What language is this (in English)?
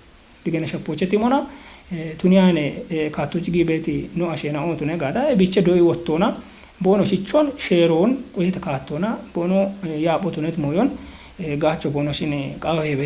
Kafa